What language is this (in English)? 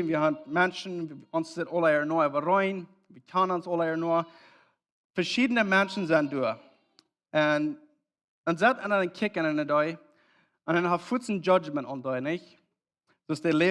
Plautdietsch